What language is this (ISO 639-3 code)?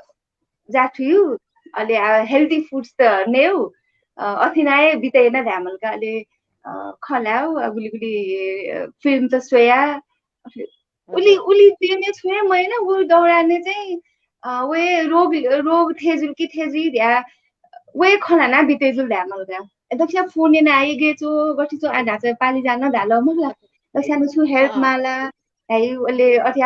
new